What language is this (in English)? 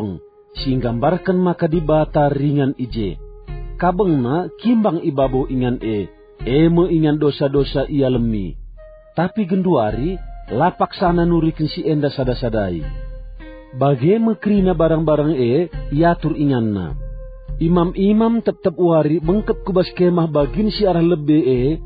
Batak Karo